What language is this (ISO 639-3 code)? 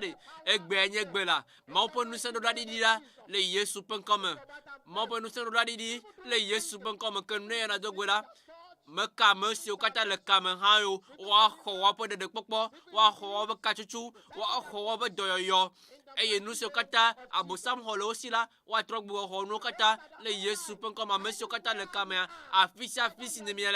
ewe